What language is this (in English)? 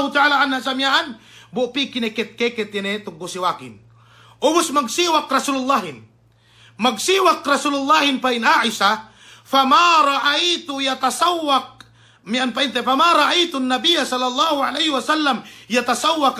Yakan